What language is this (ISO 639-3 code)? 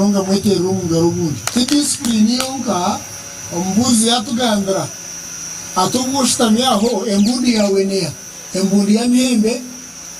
nyn